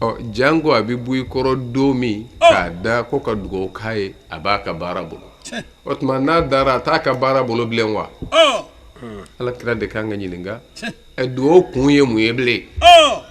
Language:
Bambara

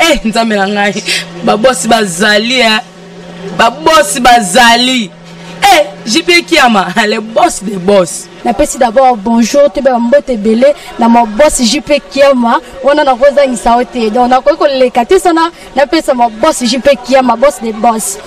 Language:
Lingala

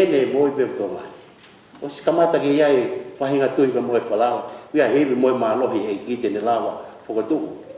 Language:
Tongan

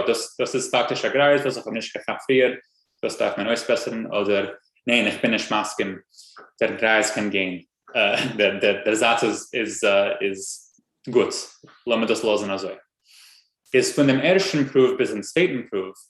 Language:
Yiddish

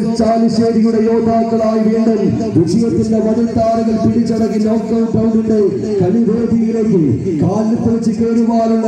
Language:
Malayalam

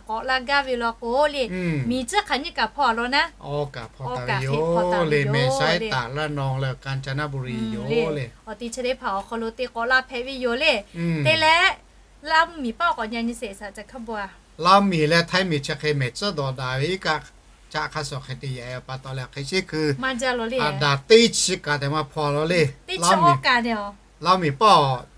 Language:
Lahu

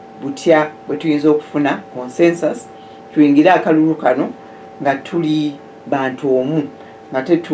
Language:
Ganda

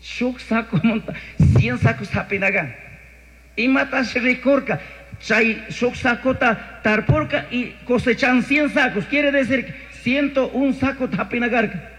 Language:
Chimborazo Highland Quichua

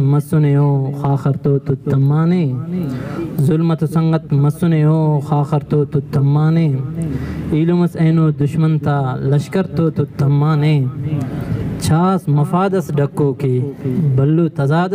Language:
Brahui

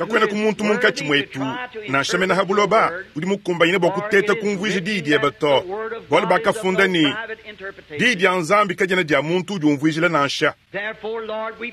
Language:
Luba-Lulua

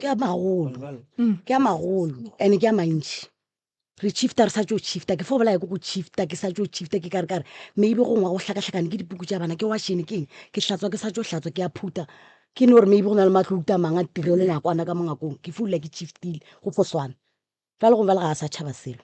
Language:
Northern Sotho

